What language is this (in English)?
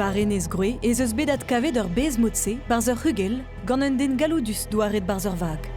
Breton